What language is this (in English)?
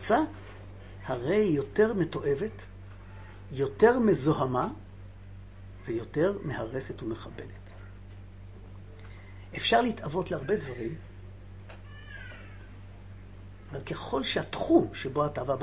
Hebrew